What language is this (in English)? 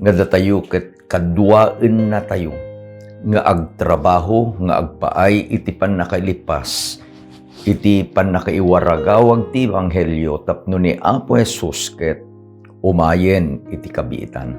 Iloko